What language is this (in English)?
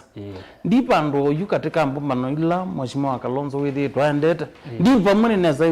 Kamba